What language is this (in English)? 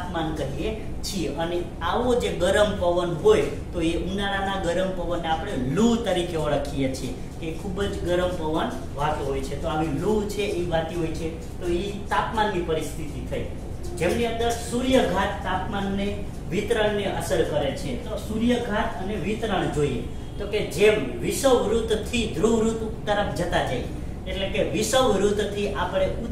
Gujarati